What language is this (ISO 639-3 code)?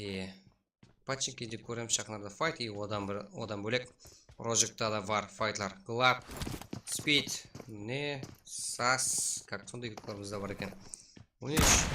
kaa